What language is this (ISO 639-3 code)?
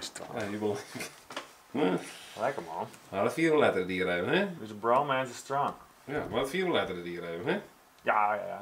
fry